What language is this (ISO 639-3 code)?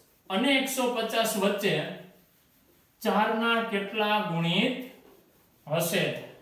guj